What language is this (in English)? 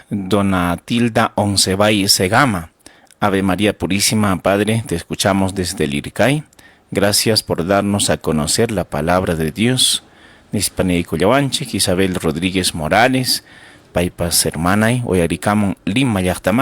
Ayacucho Quechua